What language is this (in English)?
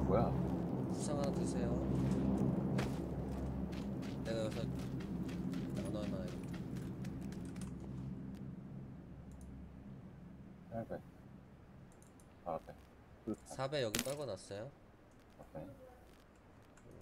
Korean